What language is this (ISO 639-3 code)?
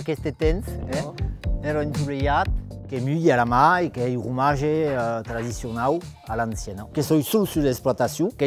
oci